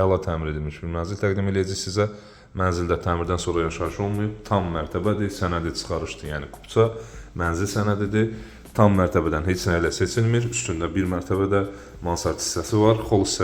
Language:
Azerbaijani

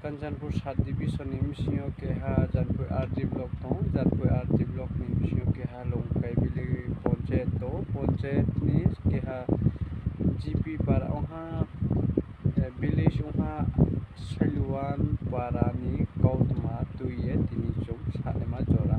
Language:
Riang (India)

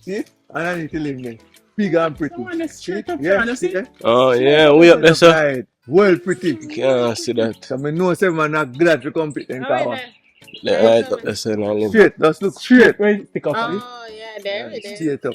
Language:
Jamaican Creole English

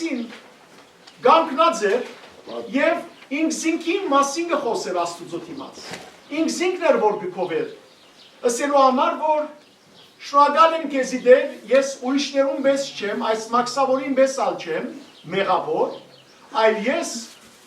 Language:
Western Armenian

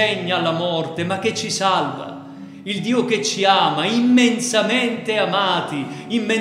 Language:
Italian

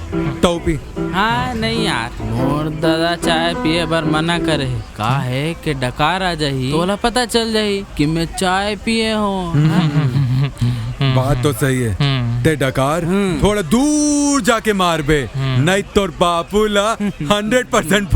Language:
Chhattisgarhi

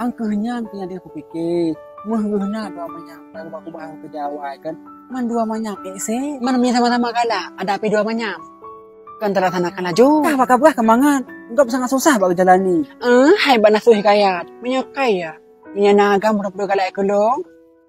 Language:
Achinese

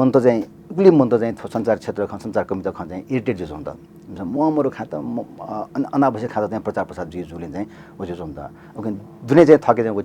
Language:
Newari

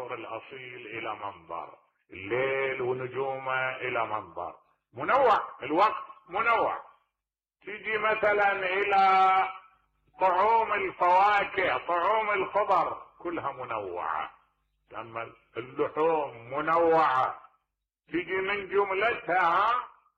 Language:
Mesopotamian Arabic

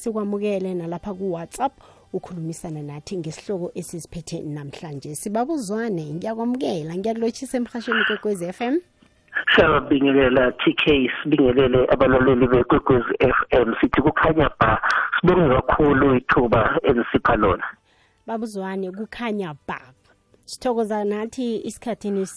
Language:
South Ndebele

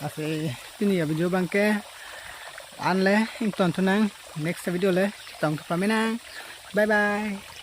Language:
Karbi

